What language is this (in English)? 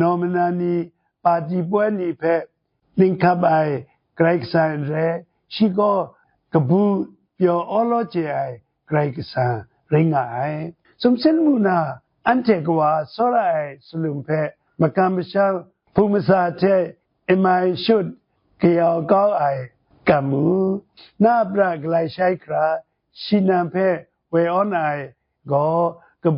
Kachin